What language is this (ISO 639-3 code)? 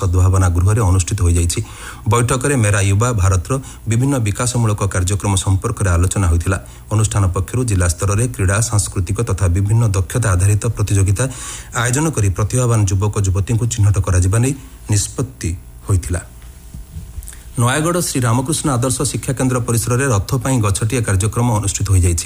ori